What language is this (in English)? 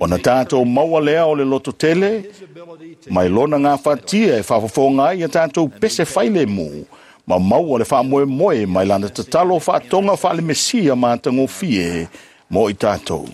Samoan